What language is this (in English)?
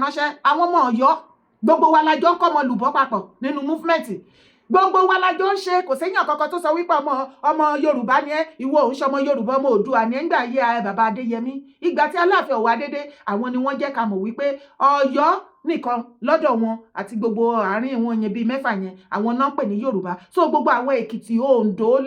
Yoruba